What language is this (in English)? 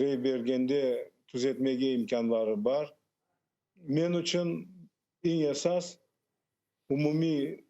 Crimean Tatar